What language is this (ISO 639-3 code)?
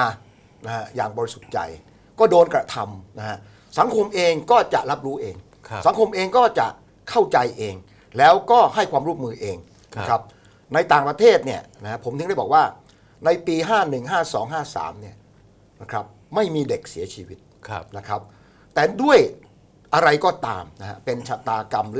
tha